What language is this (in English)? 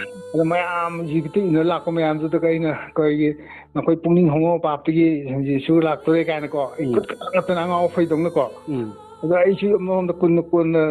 Manipuri